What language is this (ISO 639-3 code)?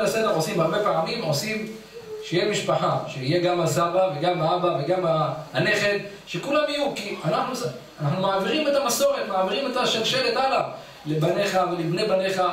heb